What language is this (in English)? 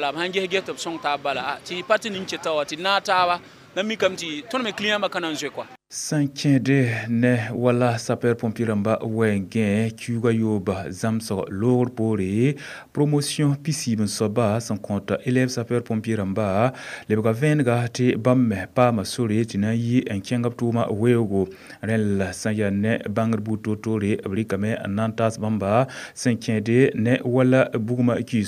Mossi